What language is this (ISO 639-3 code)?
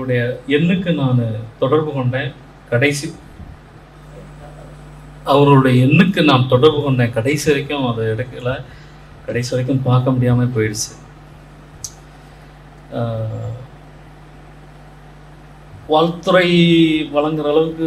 tam